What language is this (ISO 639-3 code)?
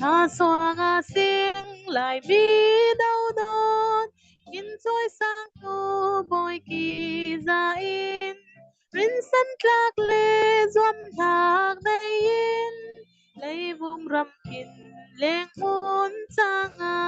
cfm